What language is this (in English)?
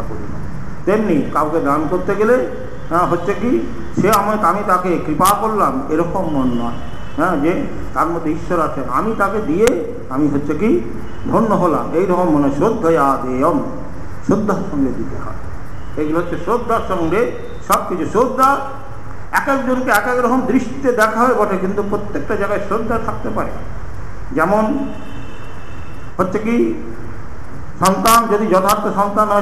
Bangla